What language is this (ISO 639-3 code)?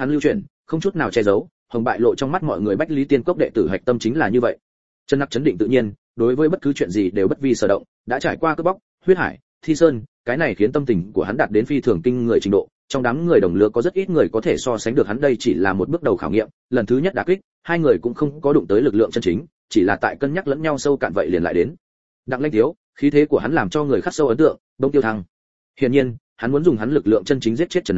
vie